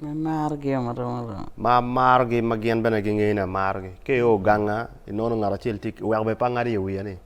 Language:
Acoli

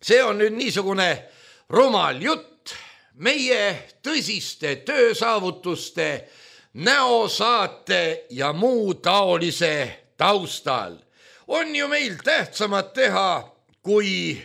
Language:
Estonian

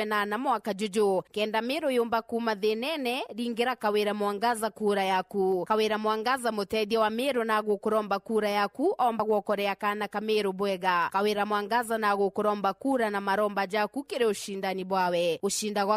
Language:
Meru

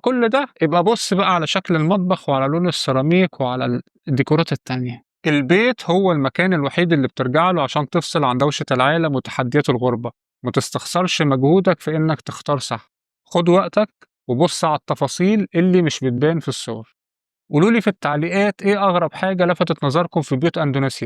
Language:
Egyptian Arabic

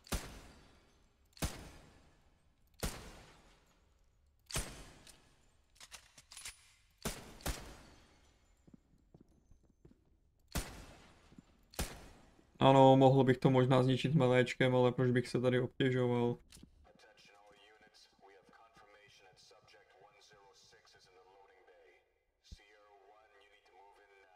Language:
Czech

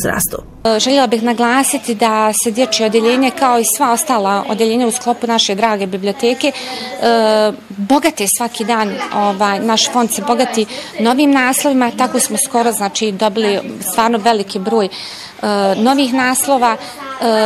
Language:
Bosnian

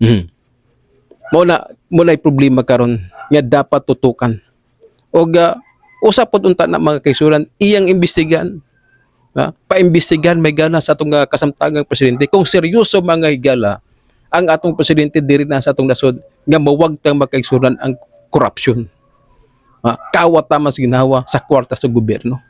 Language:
Cebuano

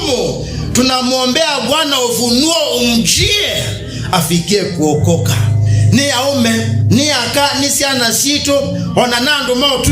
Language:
Kamba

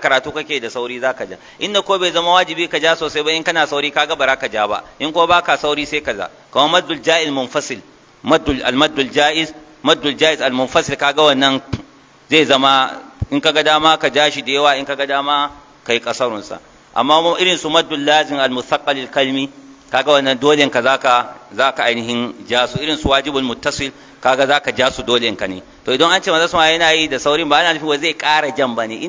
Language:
Hausa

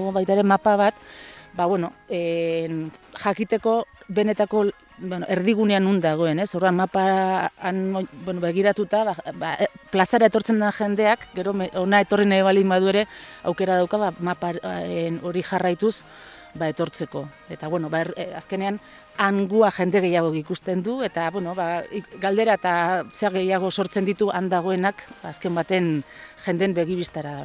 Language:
Basque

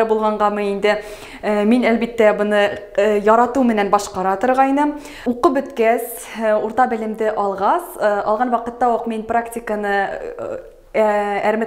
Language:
Bashkir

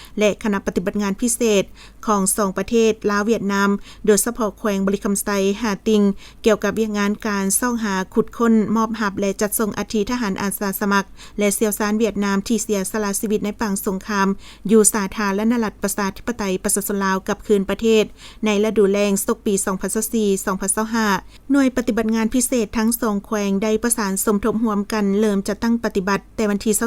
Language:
Lao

